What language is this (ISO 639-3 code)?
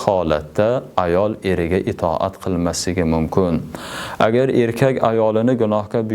uzb